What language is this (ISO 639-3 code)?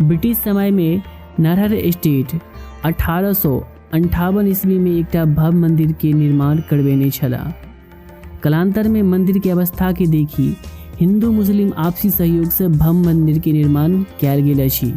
mai